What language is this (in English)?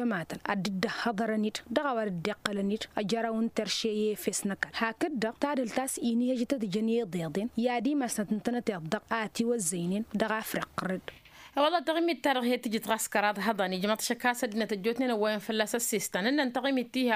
Tamasheq